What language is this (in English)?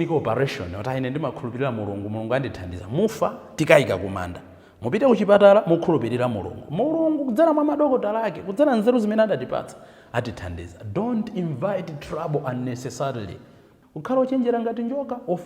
Nyanja